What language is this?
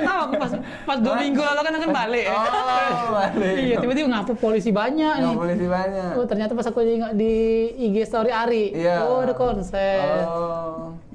Musi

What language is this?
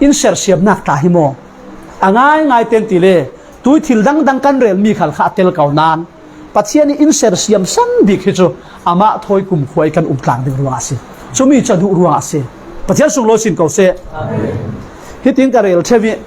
Falam Chin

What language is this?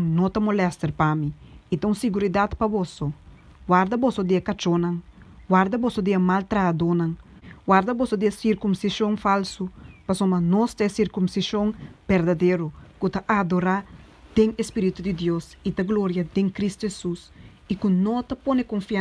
Papiamento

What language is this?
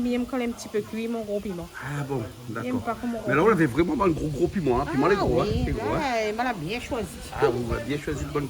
Réunion Creole French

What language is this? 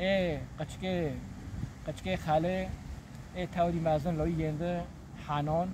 Kurdish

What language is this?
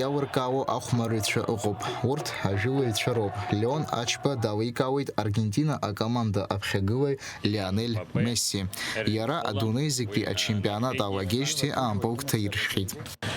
Abkhazian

